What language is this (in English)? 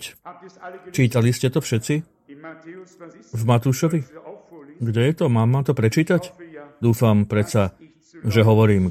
Slovak